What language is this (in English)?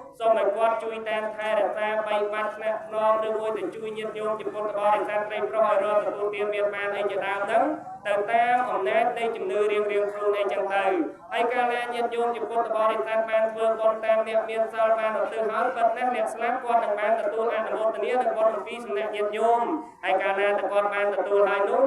Khmer